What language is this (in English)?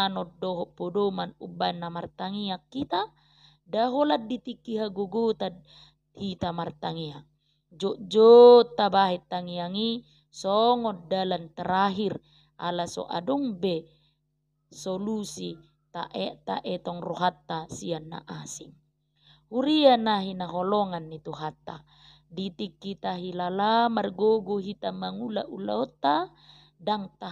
Batak Toba